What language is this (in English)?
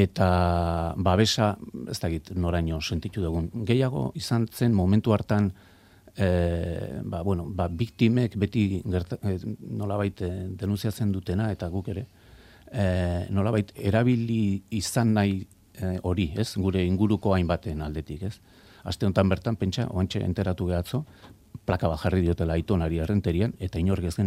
Basque